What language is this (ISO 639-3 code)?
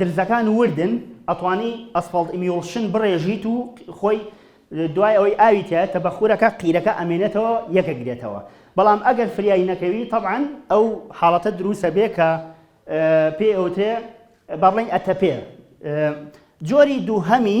ckb